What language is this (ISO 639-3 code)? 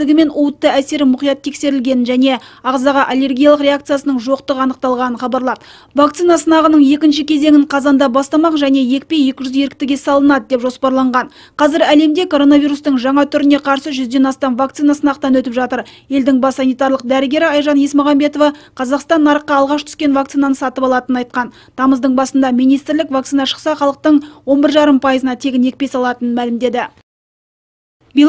kaz